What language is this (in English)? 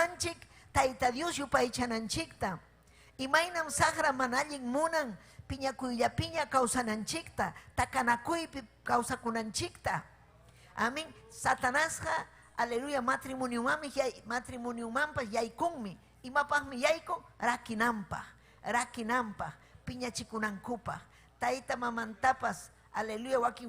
Ayacucho Quechua